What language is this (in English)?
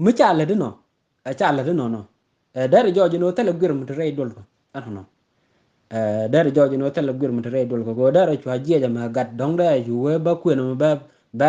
Nuer